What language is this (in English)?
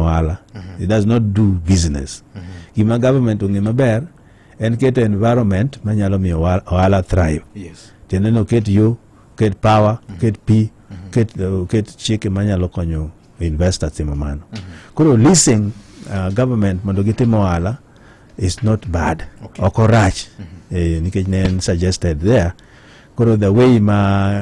Luo (Kenya and Tanzania)